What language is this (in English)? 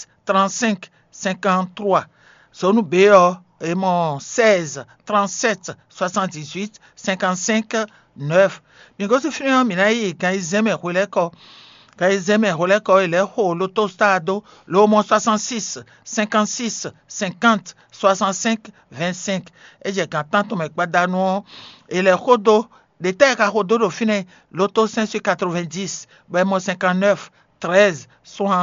Fon